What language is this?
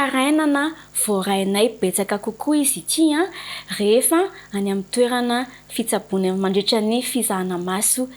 Malagasy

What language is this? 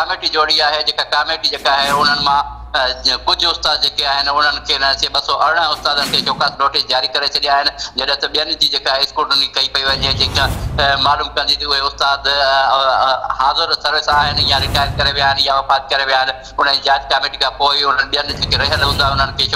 Sindhi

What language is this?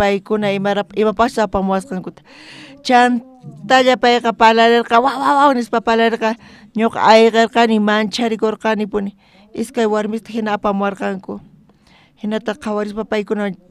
South Bolivian Quechua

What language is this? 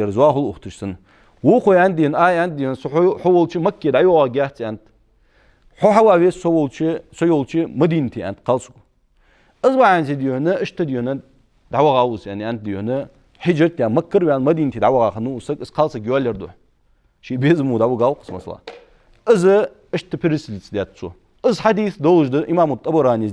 Ingush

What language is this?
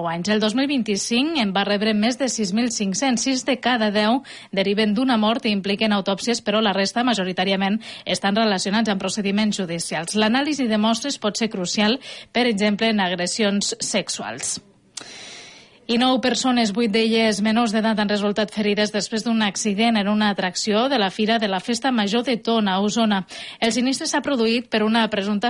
Catalan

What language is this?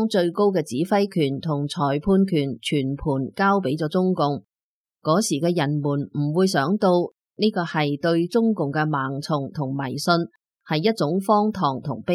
Cantonese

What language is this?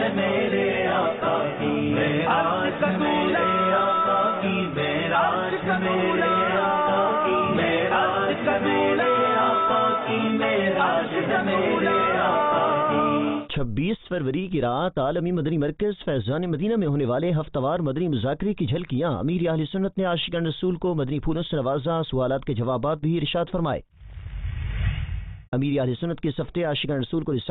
Urdu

